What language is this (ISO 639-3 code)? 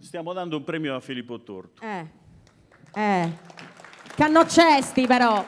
srd